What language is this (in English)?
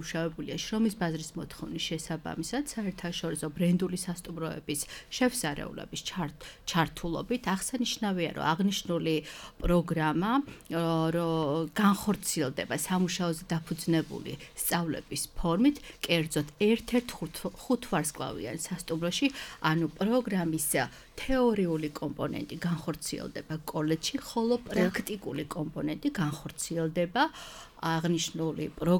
Georgian